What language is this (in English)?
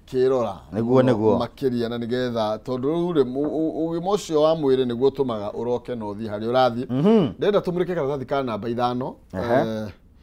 Kikuyu